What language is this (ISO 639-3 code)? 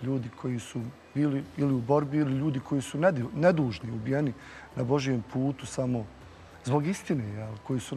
bos